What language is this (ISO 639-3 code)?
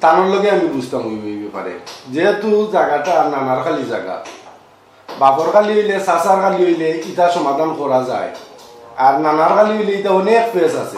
syl